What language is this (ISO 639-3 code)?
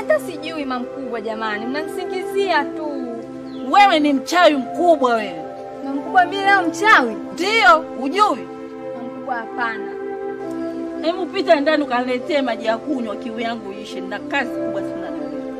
swa